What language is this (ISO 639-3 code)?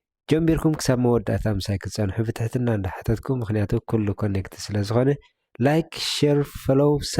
tir